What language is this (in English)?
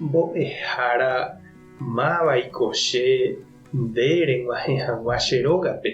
Guarani